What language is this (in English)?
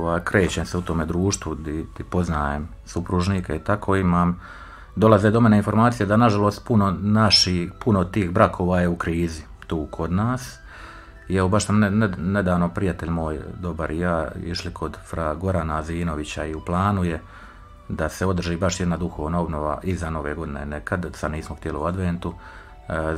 Croatian